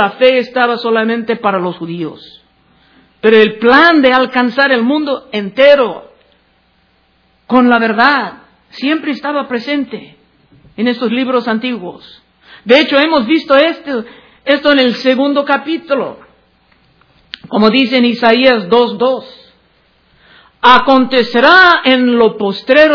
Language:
Spanish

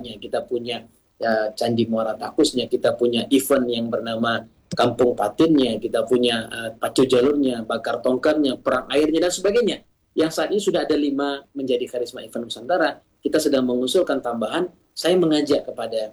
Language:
Indonesian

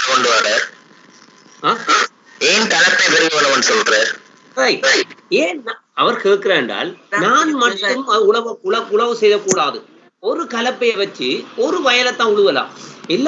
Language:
Tamil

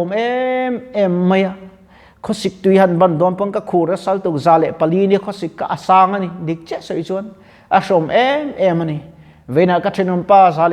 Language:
Mizo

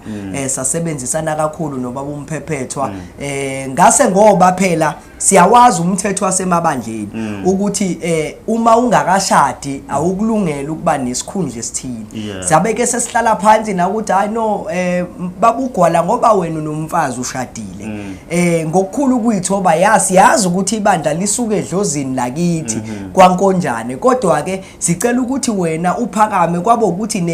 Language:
Zulu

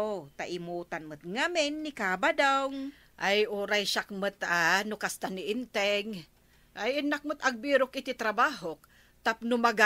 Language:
Iloko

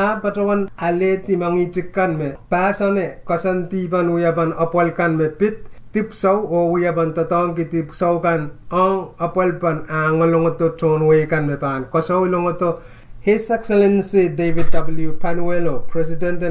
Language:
Pohnpeian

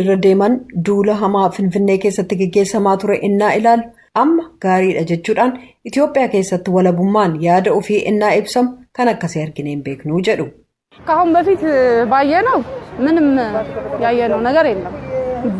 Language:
Oromo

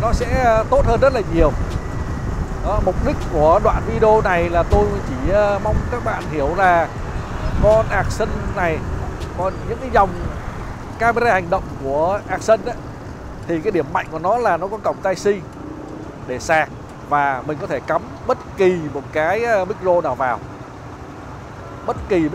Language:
Vietnamese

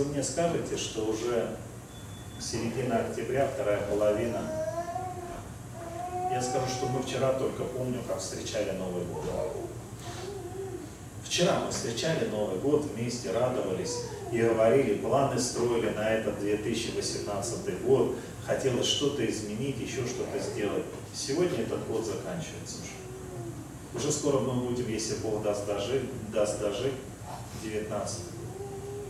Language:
Russian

